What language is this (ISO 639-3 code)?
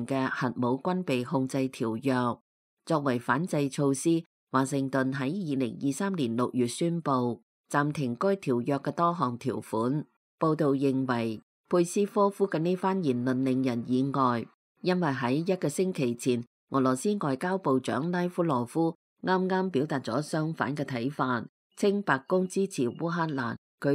yue